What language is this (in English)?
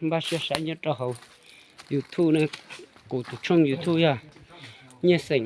Hmong